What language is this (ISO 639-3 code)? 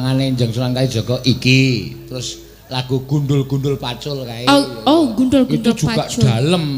jav